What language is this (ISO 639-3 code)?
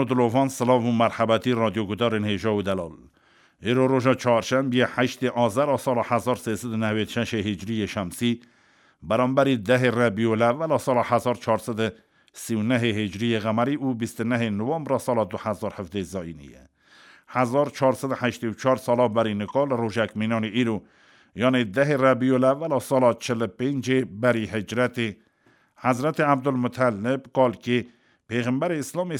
kur